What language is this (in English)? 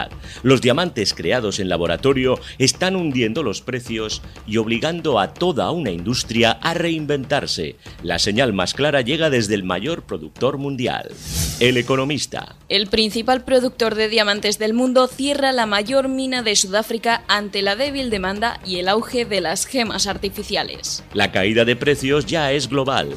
Spanish